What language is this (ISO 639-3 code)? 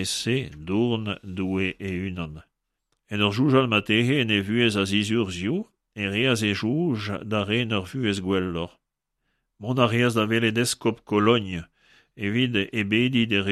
bre